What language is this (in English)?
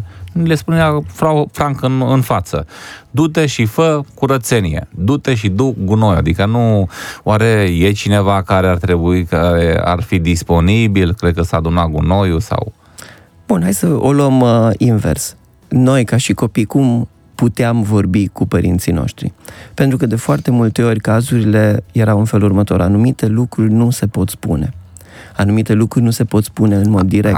Romanian